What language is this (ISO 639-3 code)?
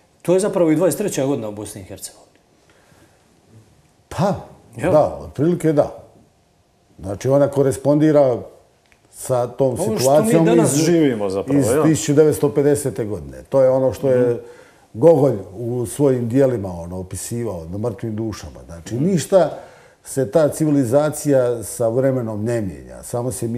hrv